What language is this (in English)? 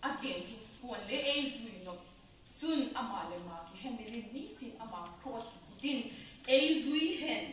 Vaiphei